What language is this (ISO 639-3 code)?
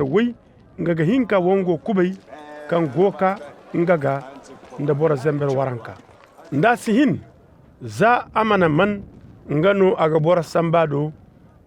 dje